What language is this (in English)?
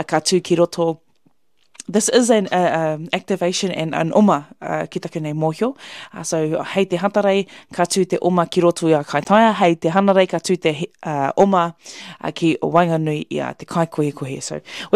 Māori